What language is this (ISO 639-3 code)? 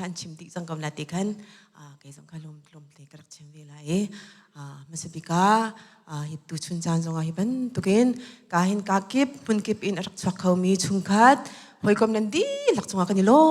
cnh